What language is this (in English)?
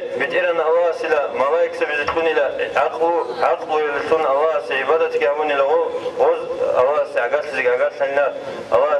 Avaric